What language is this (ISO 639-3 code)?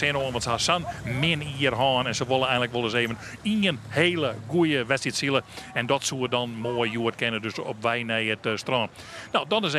fry